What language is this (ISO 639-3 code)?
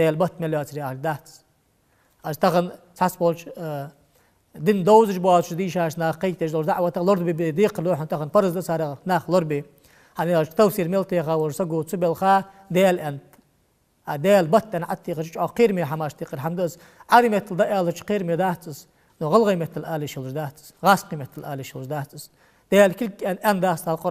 inh